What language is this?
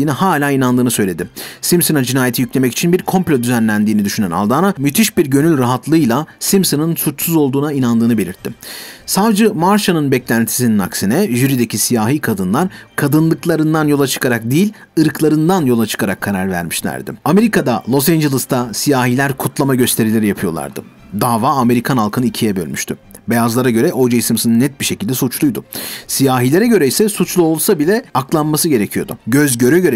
Turkish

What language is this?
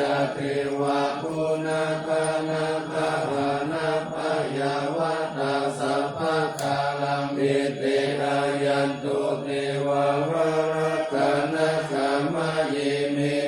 Pali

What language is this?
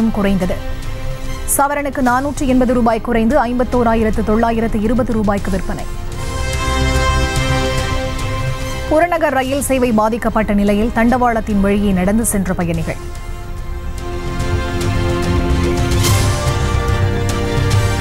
Tamil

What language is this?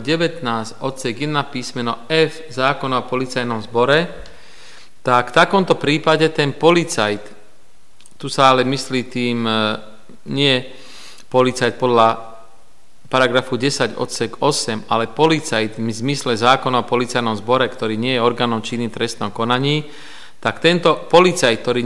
Slovak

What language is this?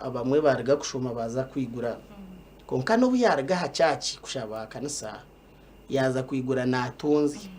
Nyankole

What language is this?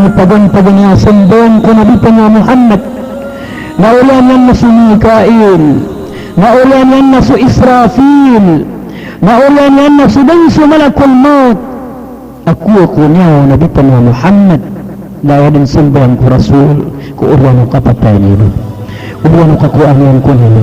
Maranao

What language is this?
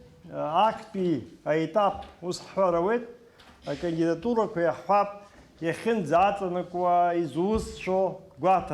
Abkhazian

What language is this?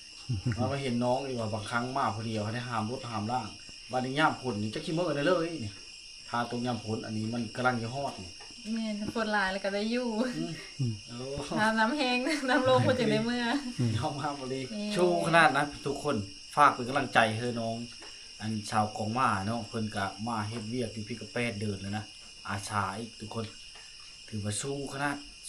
Lao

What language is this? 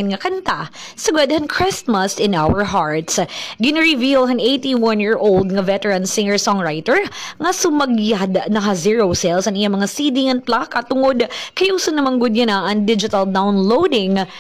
Waray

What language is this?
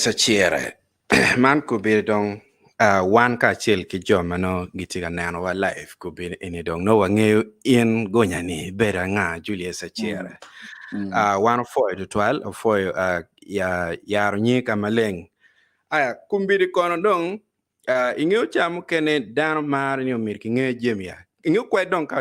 Acoli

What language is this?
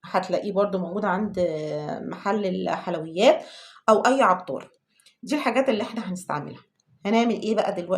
Egyptian Arabic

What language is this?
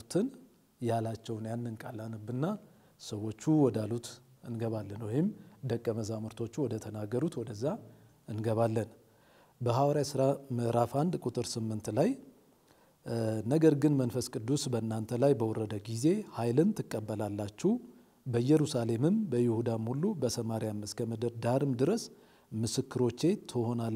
Amharic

